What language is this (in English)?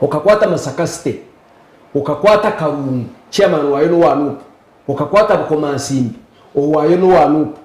Nyankole